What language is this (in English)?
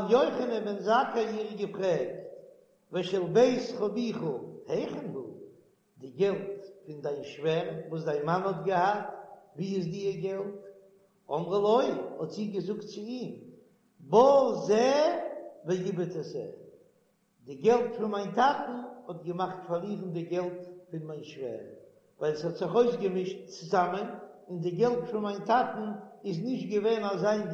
Yiddish